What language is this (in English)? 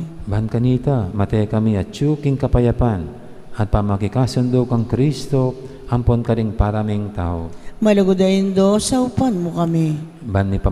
Pampanga